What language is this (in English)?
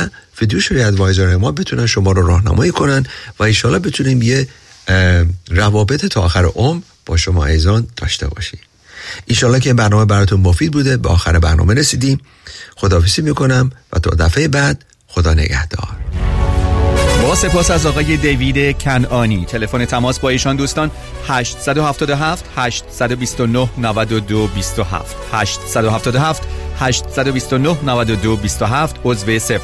Persian